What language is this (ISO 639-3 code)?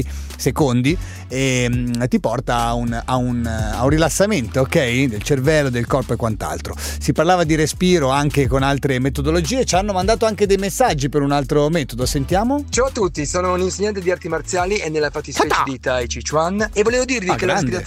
ita